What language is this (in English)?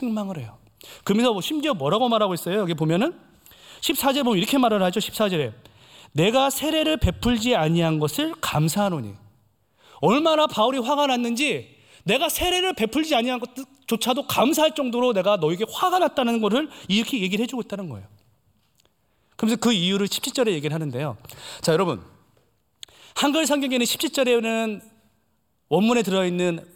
Korean